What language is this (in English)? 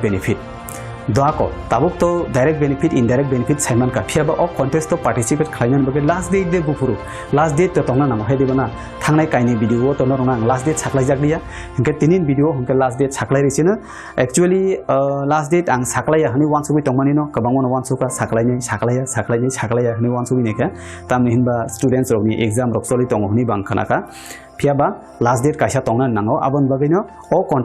Kok Borok